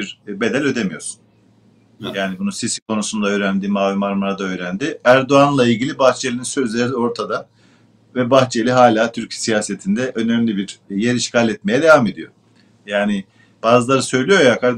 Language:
Turkish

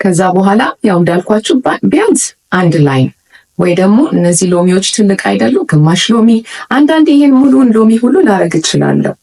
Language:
Amharic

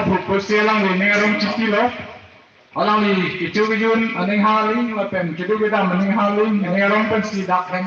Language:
Karbi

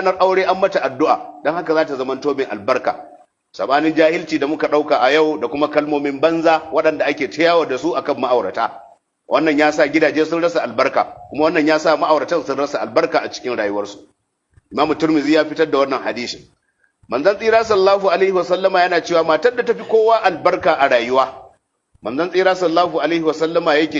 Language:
Hausa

